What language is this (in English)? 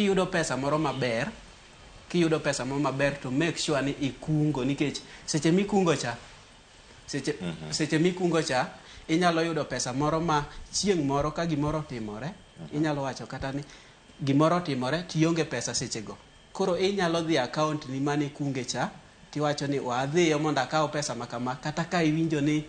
Luo (Kenya and Tanzania)